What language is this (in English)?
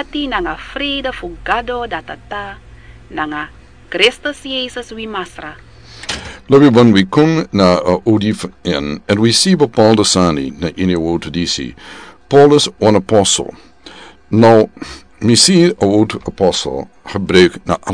Sranan Tongo